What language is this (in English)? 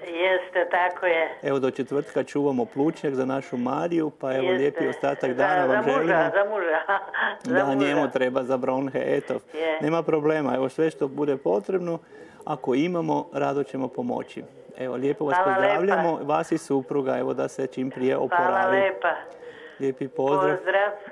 Croatian